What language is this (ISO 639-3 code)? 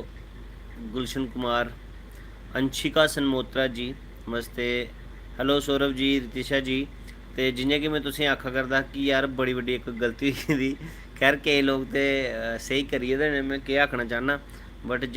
doi